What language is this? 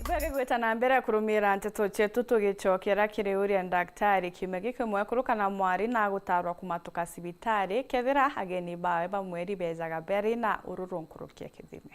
Meru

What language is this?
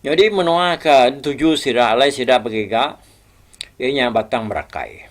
Iban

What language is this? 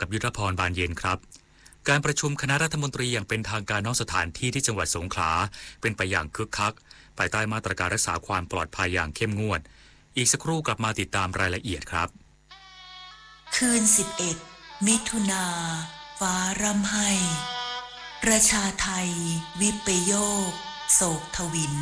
Thai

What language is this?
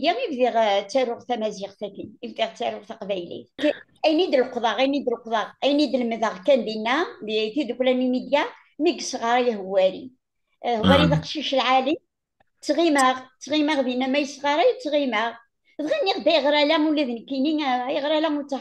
Kabyle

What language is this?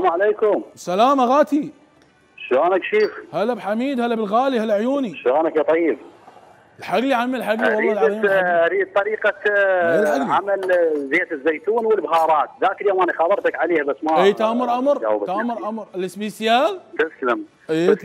Mesopotamian Arabic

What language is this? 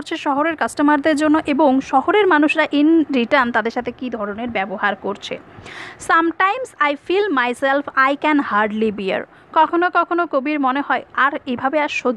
Bangla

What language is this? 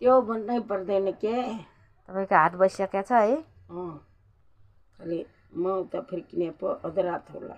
Nepali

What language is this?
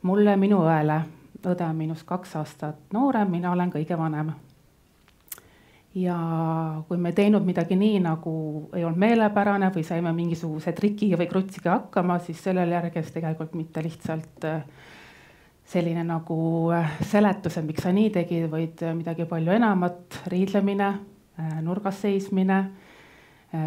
Estonian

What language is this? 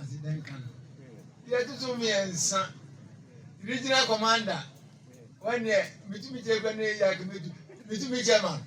Akan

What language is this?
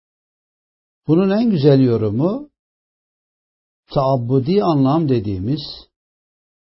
Turkish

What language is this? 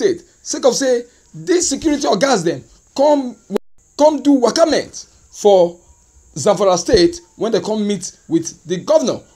Nigerian Pidgin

